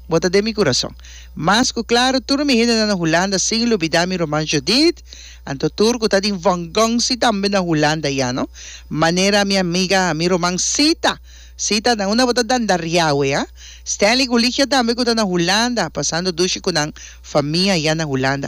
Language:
Papiamento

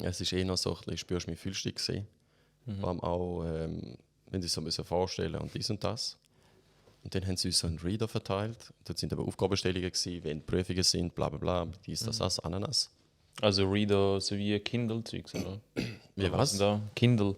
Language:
Swiss German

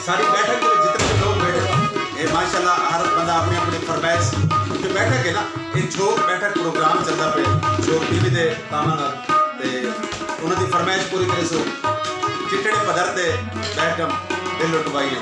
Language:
Saraiki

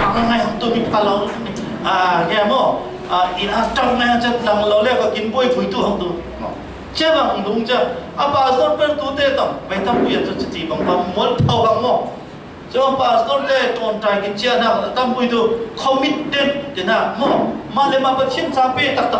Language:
Falam Chin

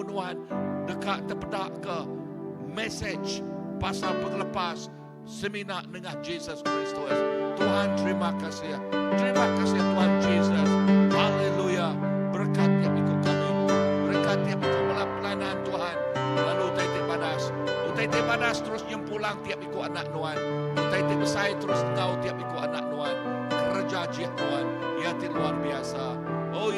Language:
Iban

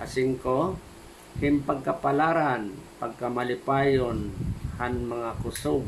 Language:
Waray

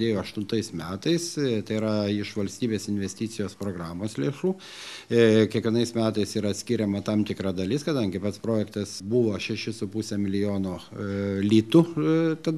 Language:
Lithuanian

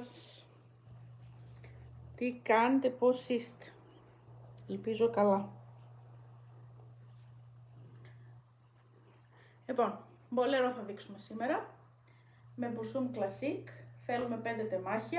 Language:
Greek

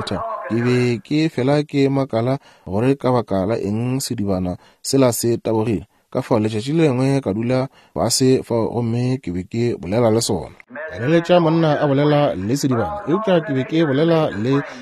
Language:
Northern Sotho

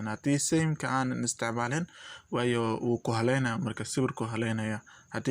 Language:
Somali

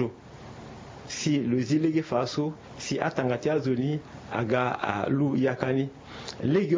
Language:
Sango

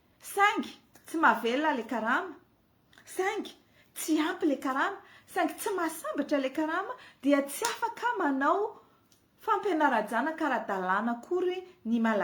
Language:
Malagasy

